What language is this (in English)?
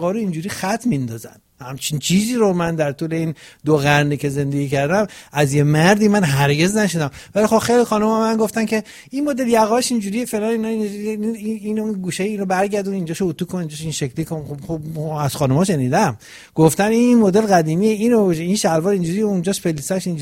Persian